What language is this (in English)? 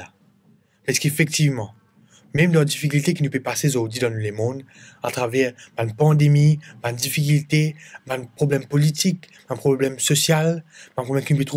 Morisyen